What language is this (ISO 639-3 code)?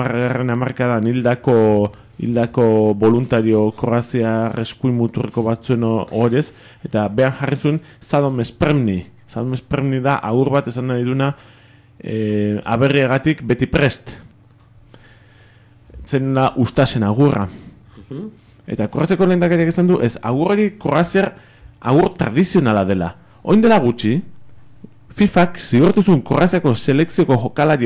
eus